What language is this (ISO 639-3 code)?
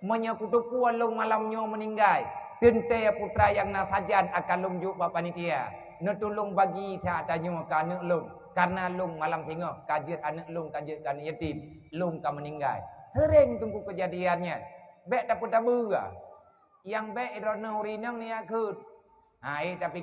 ace